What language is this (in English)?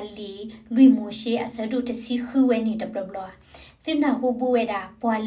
S'gaw Karen